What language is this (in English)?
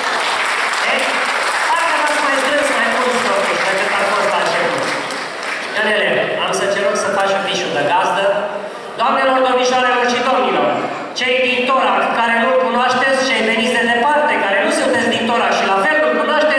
Romanian